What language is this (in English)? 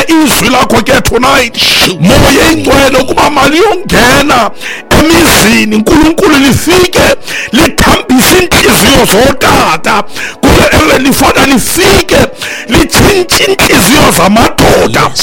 Xhosa